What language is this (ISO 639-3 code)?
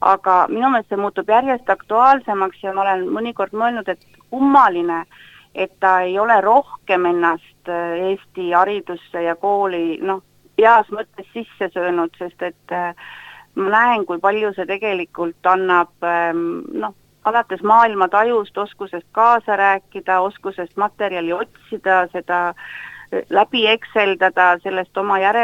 est